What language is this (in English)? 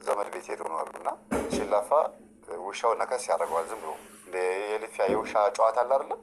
Amharic